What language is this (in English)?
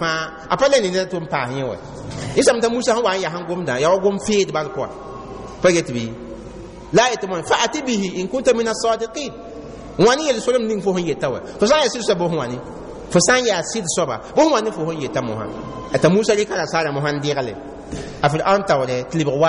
Mossi